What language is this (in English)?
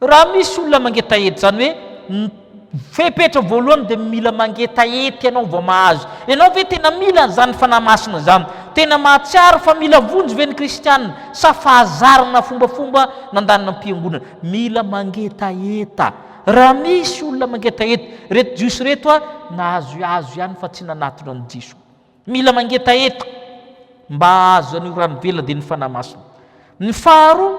Malagasy